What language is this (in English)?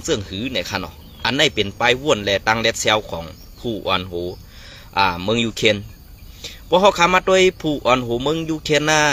Shan